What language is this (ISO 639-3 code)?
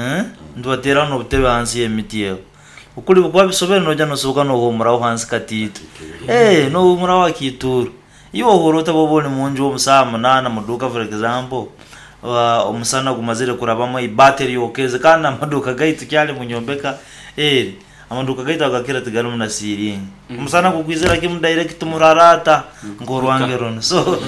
nyo